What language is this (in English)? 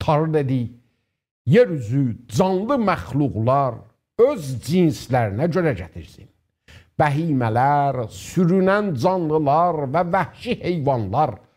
South Azerbaijani